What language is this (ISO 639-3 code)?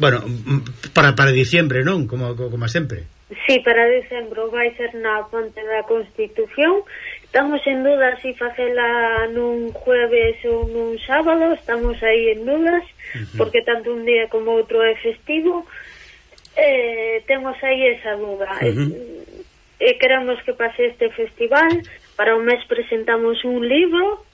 glg